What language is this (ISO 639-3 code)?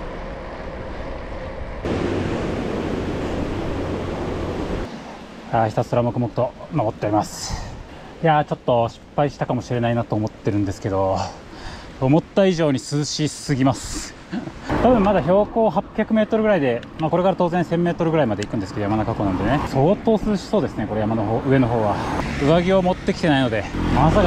jpn